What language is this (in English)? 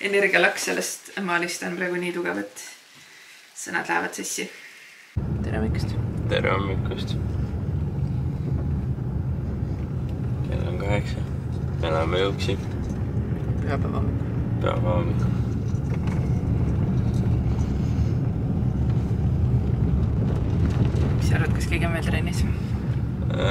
Estonian